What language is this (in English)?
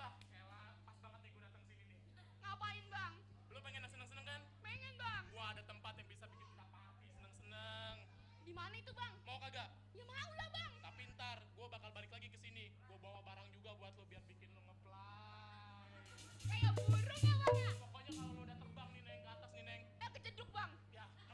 Betawi